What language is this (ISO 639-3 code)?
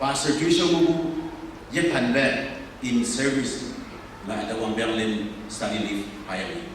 nbe